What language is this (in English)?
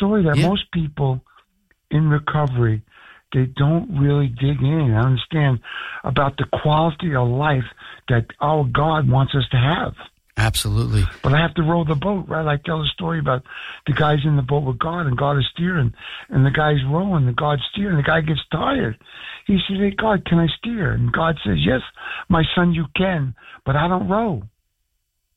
English